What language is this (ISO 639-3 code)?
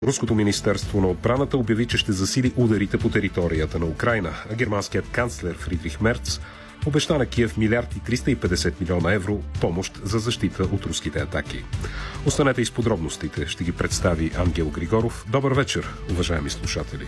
bul